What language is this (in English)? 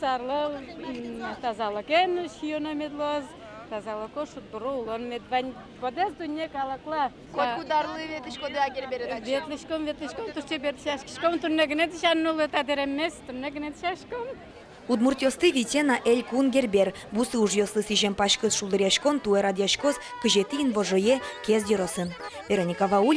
Udmurt